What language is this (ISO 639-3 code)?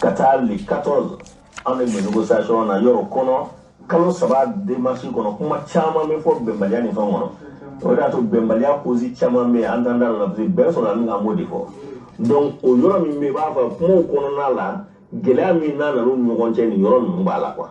bam